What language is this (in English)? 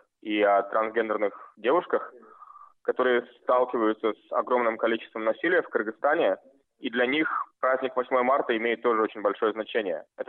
Russian